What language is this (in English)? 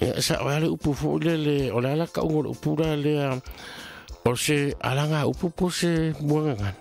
Samoan